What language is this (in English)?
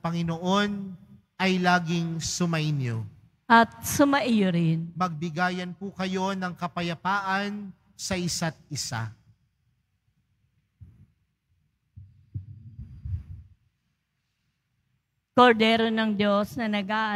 Filipino